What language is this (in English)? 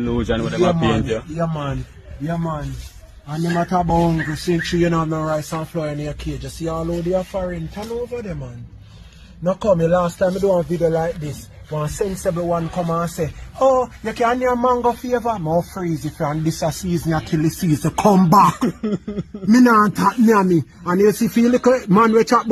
Jamaican Creole English